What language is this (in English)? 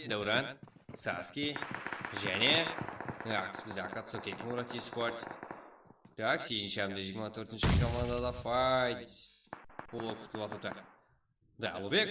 Kara-Kalpak